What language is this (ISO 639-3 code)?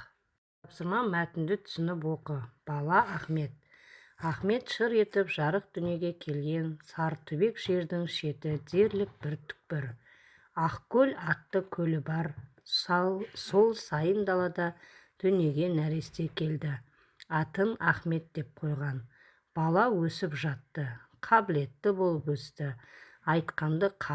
kaz